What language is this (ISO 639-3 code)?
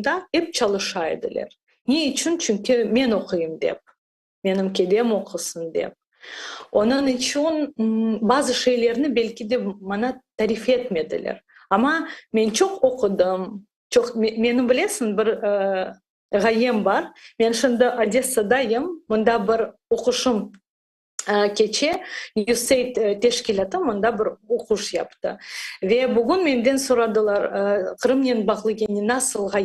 crh